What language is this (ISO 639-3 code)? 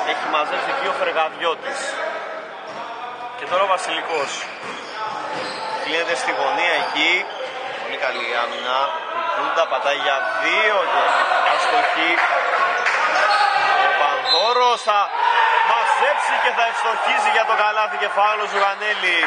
ell